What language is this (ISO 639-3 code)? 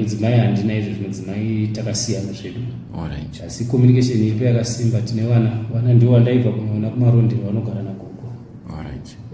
sna